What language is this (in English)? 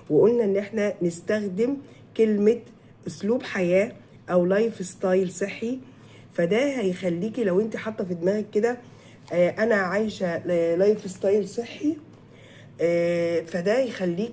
Egyptian Arabic